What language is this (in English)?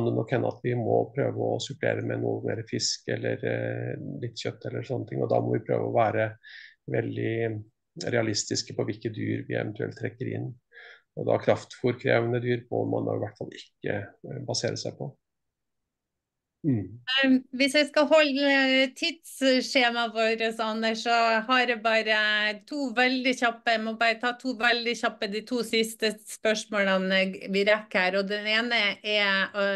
Norwegian